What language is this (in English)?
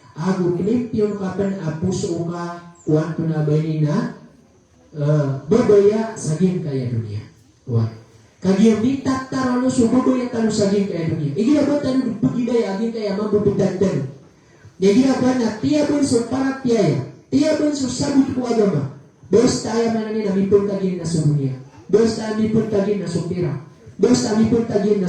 Maranao